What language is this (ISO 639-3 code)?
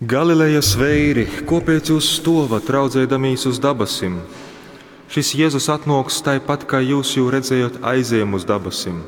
ltg